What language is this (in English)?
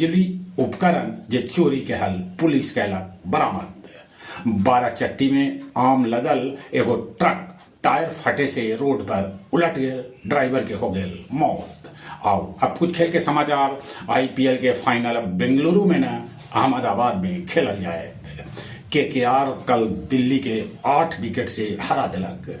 Magahi